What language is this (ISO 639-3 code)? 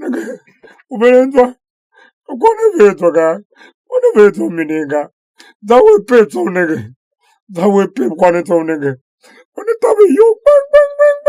tiv